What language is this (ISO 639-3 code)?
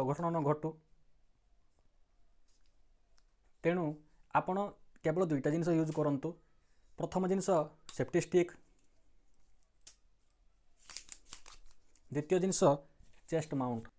ori